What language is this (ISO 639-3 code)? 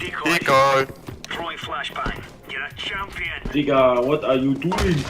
gsw